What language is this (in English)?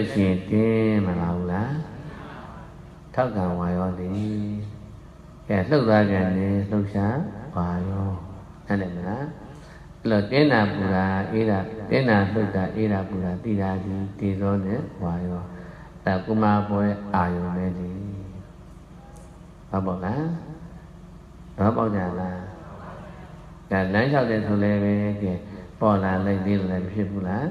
Burmese